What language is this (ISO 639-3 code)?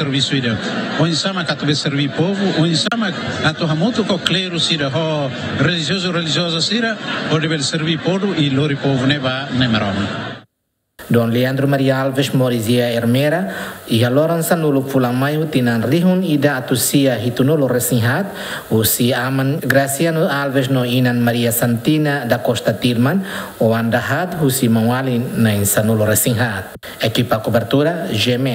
tet